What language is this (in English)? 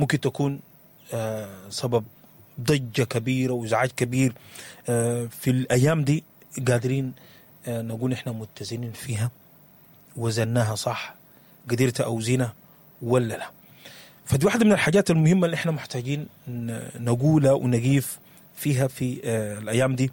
Sudanese Arabic